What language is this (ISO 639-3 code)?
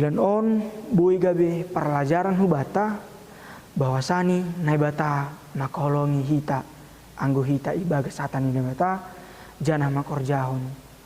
bts